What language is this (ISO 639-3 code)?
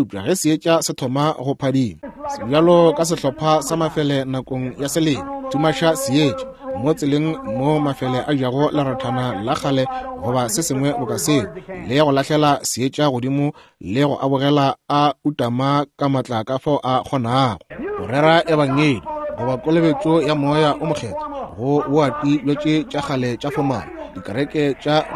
nso